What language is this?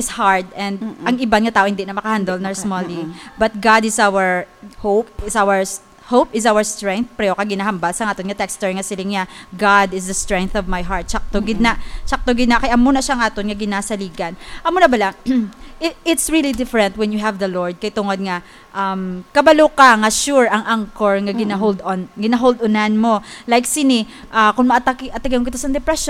Hiligaynon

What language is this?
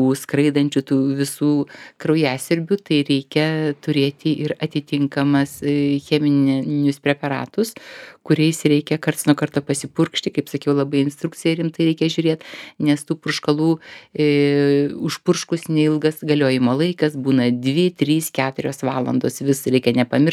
Lithuanian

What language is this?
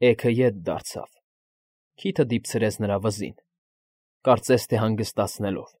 Armenian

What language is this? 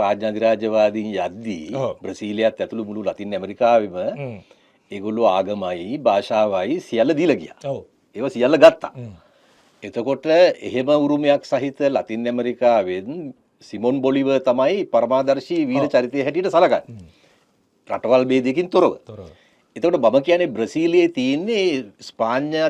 Sinhala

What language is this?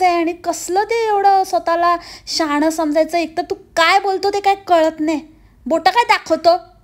Marathi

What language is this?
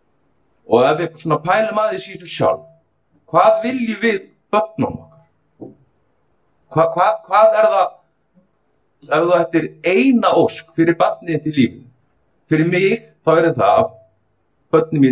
Icelandic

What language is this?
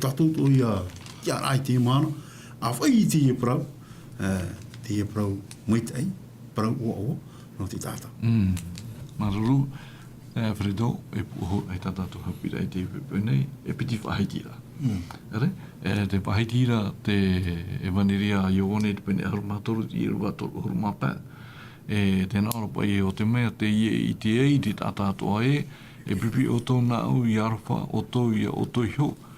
Tahitian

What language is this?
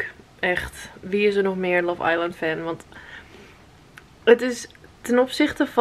Dutch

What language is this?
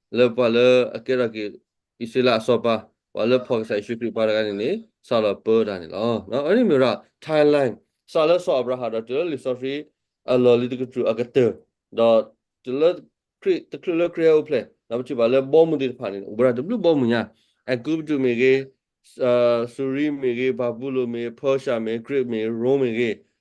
S'gaw Karen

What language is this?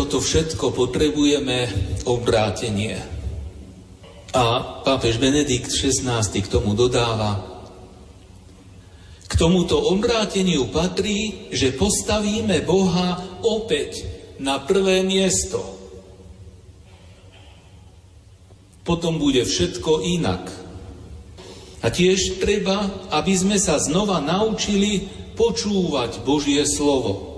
Slovak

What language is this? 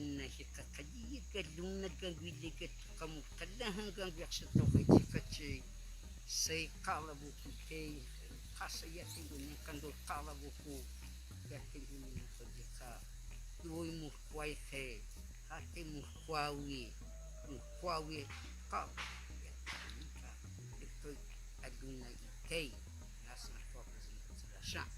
Cogui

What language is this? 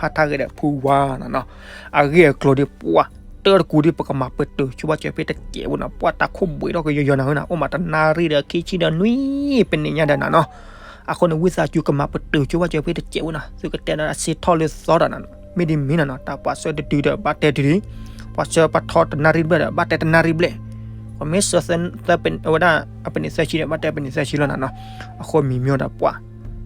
S'gaw Karen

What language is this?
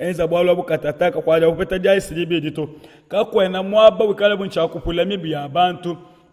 Luba-Lulua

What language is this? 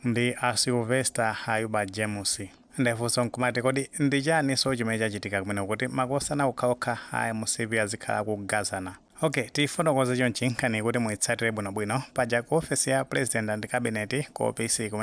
Nyanja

